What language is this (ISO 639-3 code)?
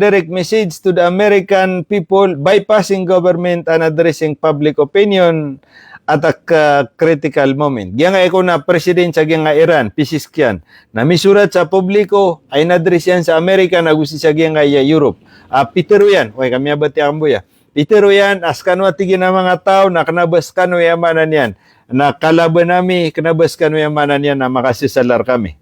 mrw